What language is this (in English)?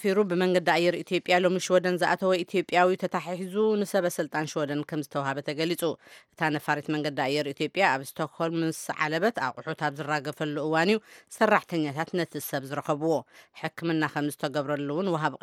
Tigrinya